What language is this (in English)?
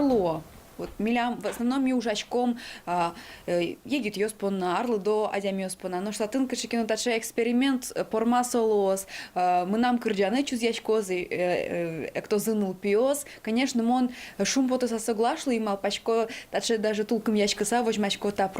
Udmurt